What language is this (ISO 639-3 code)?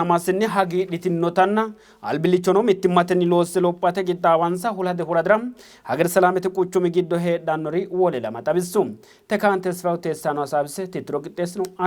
sid